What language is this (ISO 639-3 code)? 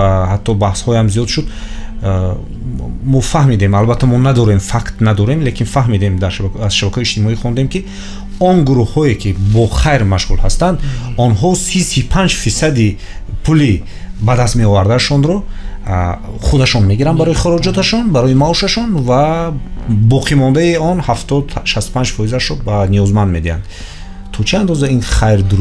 tgk